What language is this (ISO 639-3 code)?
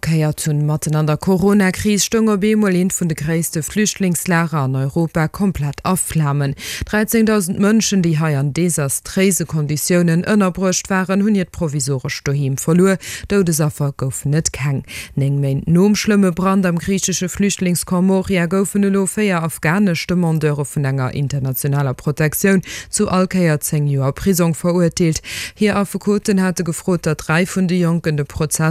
ltz